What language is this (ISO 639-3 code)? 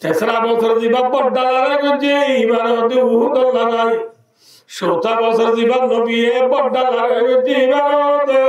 rhg